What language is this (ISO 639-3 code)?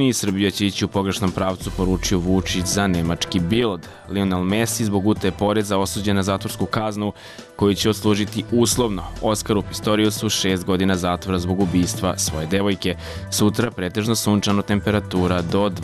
srp